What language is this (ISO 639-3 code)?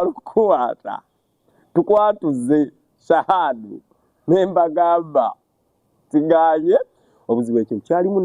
lug